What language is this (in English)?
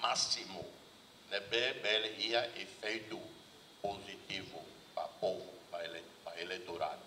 Tetum